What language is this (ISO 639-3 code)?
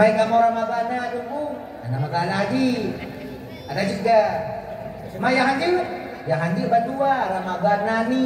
ace